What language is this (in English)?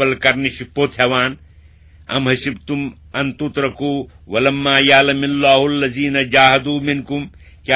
Kashmiri